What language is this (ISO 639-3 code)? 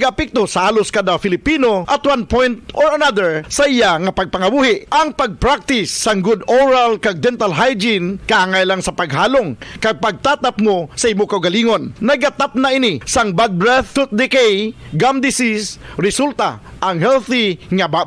hil